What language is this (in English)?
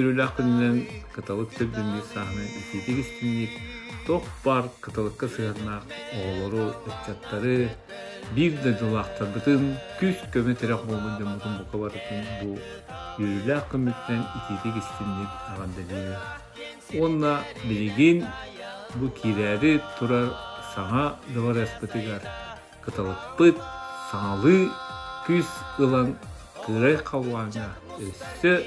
Yakut